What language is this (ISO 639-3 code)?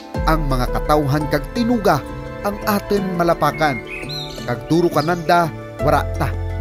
krj